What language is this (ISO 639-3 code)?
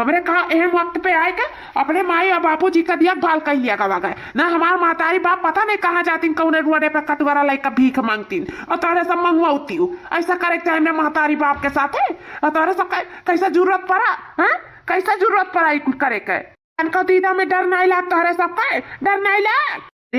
awa